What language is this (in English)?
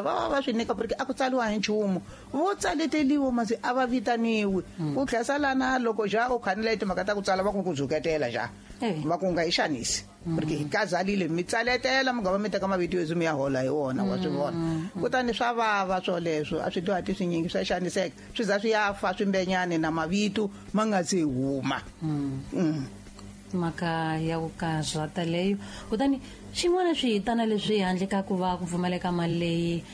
Tsonga